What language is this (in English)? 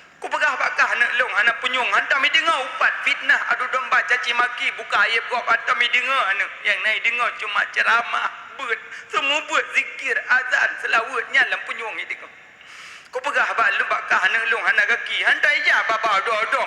Achinese